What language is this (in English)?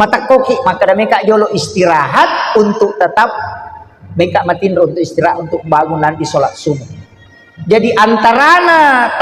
Buginese